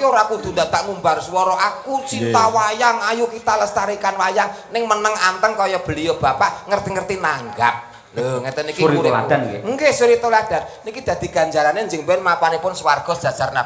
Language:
Javanese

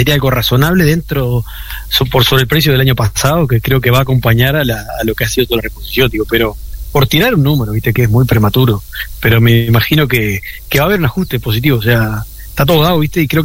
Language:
Spanish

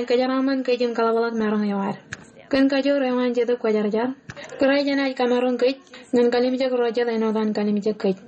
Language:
Marshallese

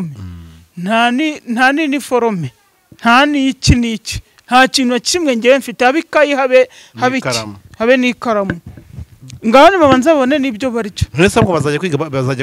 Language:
Kinyarwanda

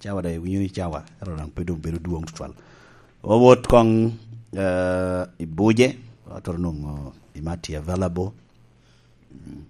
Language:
Lango (Uganda)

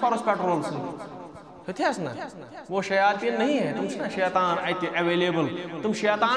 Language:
Kashmiri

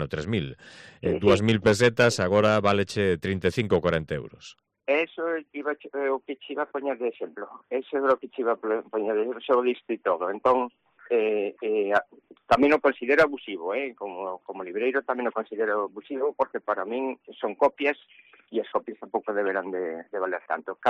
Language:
Galician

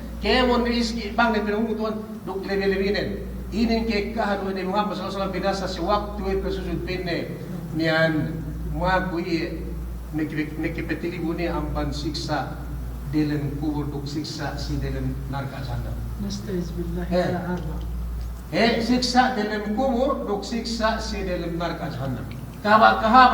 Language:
Yakan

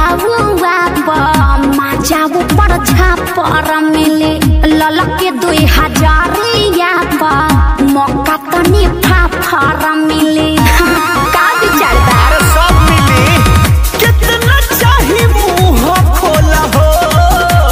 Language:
Bhojpuri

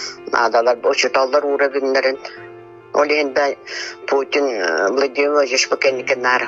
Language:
Yakut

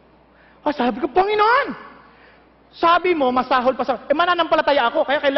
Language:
Filipino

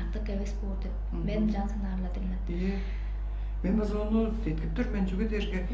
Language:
Tuvinian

